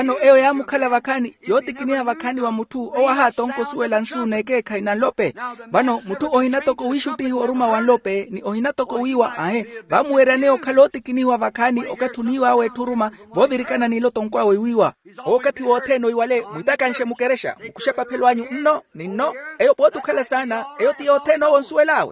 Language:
Makhuwa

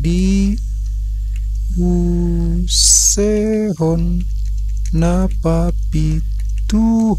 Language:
Batak Toba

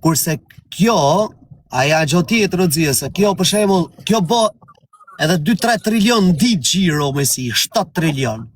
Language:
Albanian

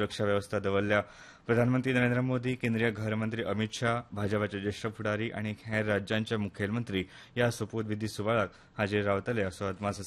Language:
Konkani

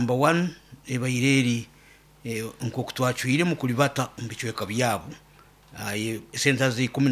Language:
Nyoro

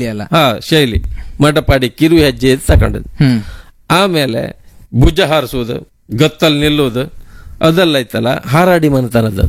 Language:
Kannada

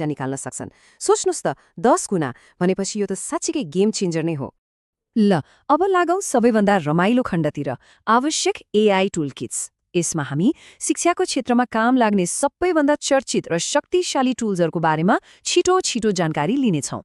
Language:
Nepali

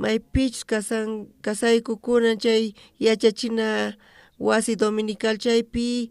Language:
South Bolivian Quechua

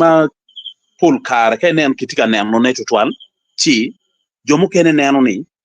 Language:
Acoli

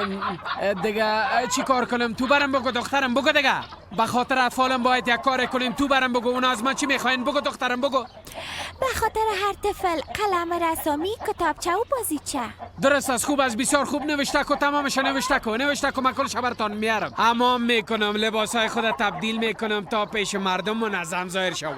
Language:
Persian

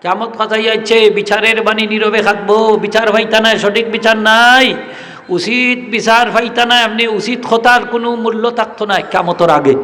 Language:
Sylheti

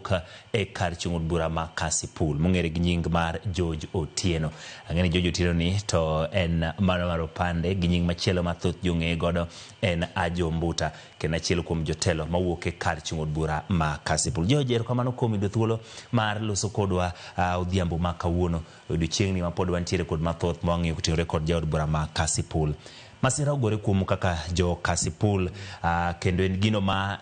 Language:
Luo (Kenya and Tanzania)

